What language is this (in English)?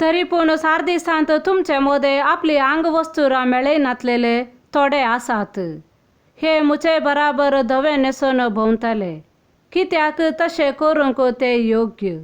Konkani